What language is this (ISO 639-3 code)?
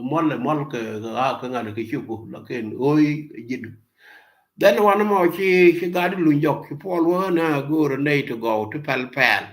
nus